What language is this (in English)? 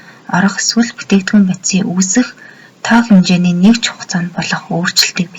Mongolian